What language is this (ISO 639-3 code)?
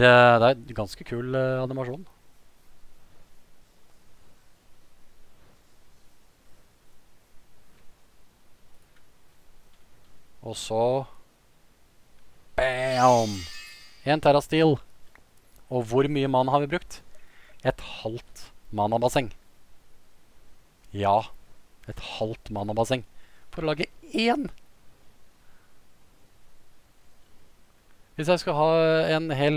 nor